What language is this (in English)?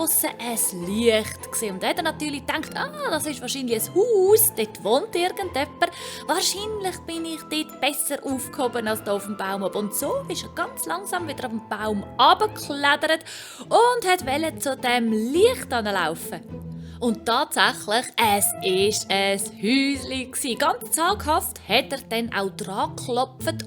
Swiss German